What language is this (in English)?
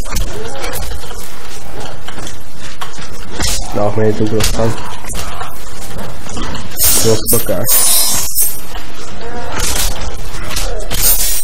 Hungarian